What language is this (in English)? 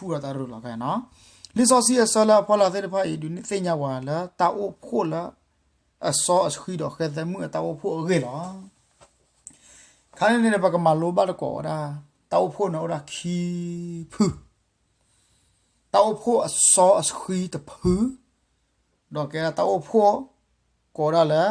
S'gaw Karen